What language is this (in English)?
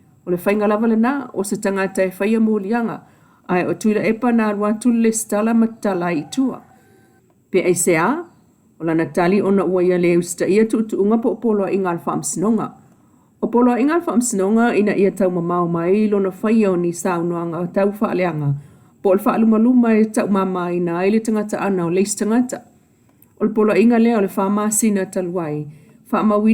Samoan